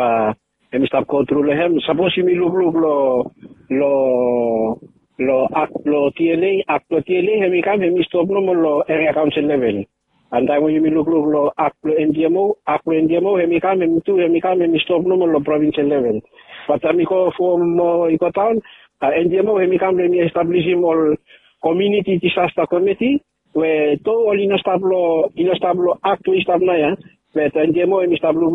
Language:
Bislama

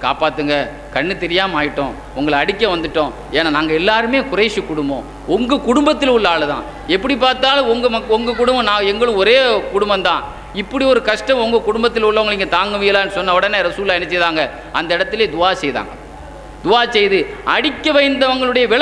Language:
Tamil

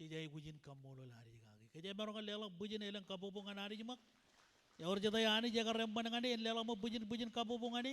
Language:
Marshallese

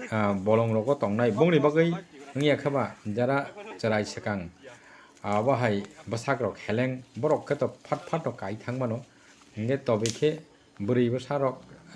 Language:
Kok Borok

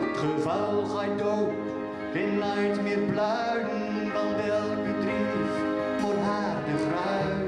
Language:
Gronings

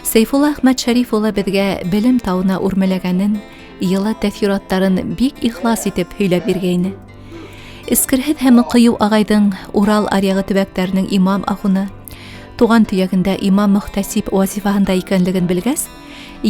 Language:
Bashkir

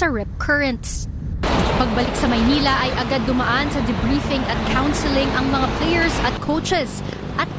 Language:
Filipino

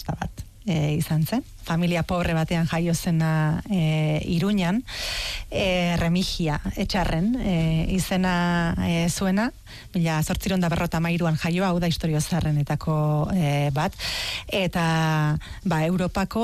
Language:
Basque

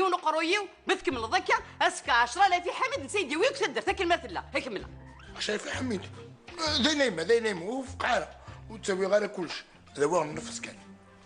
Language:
Kabyle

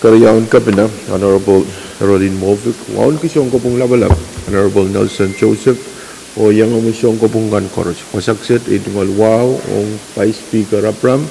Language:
Pohnpeian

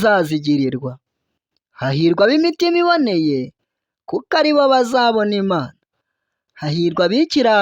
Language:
Kinyarwanda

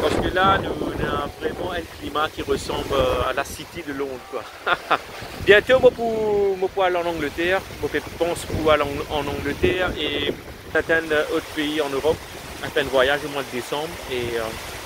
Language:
Morisyen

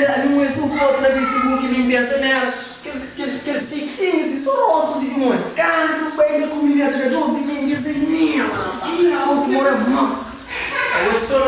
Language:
Kabuverdianu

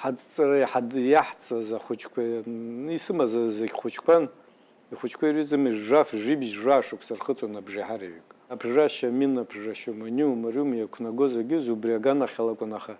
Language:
Abkhazian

